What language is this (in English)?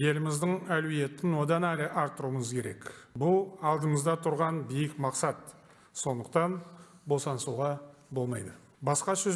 Kazakh